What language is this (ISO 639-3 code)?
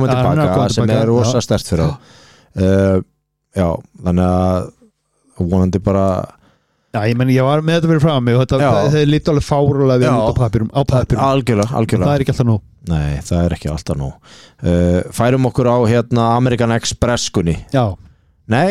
isl